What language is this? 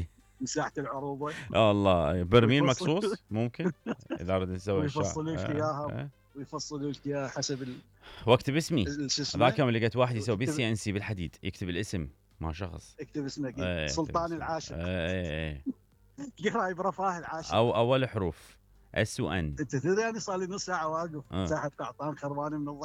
Mesopotamian Arabic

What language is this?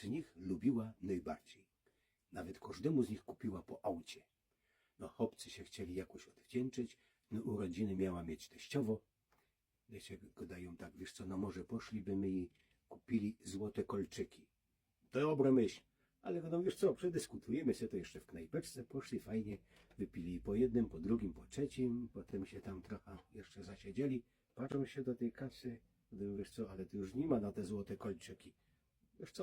Silesian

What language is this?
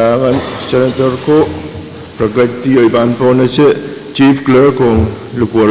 Pohnpeian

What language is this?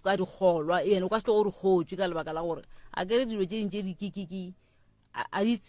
Northern Sotho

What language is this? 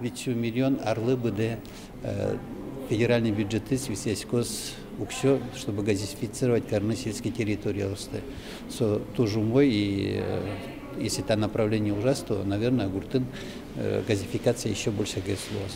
Udmurt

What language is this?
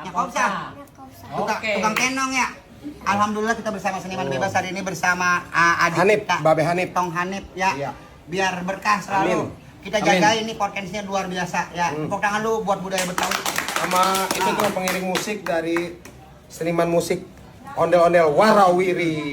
Betawi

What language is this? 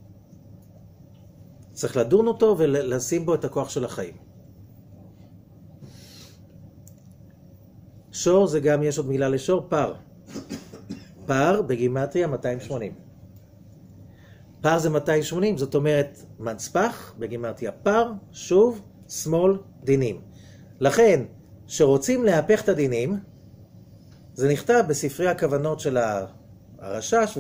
Hebrew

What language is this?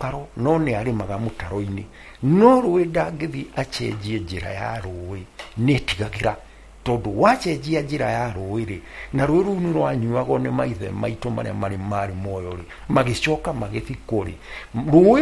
Kikuyu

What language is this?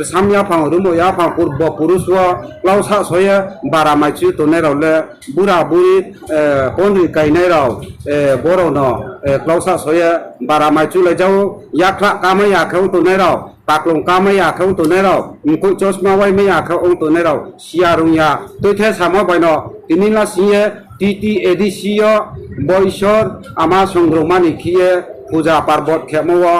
Riang (India)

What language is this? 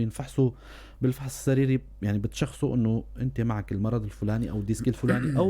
North Levantine Arabic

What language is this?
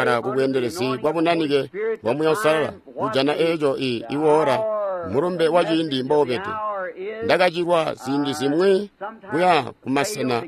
Tonga (Zambia)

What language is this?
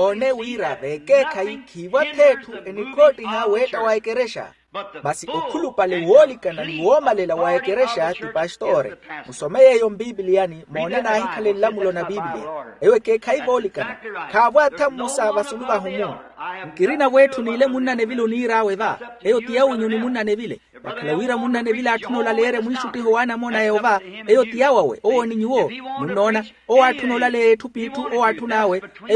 Makhuwa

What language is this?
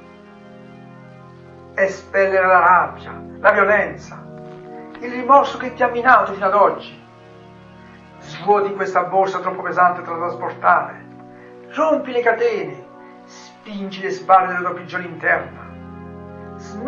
Italian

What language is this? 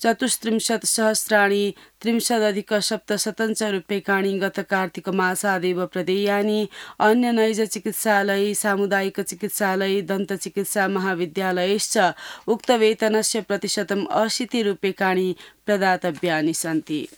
Sanskrit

